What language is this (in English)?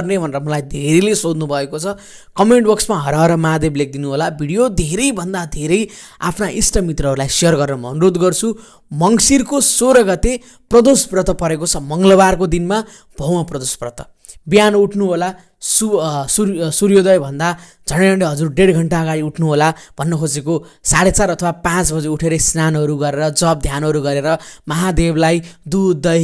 Nepali